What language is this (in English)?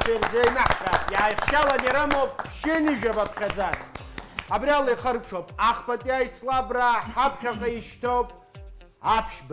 Abkhazian